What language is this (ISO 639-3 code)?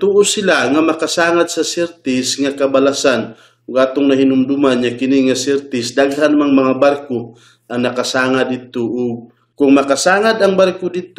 ceb